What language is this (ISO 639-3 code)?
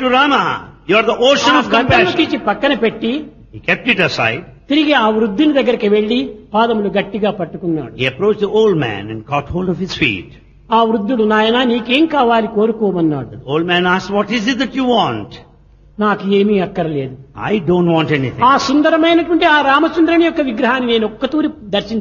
tel